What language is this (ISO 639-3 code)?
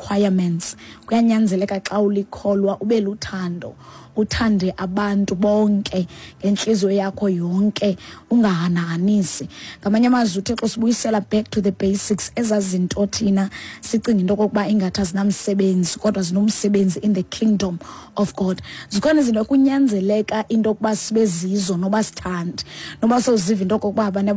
xho